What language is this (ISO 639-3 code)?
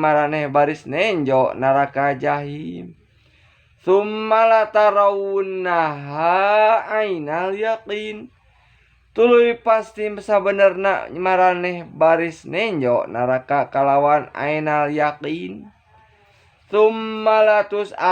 sun